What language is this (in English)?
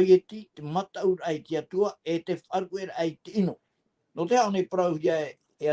Tahitian